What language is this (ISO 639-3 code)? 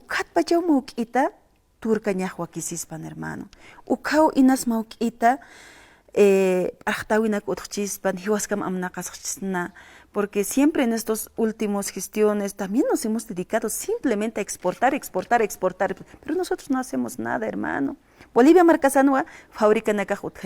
aym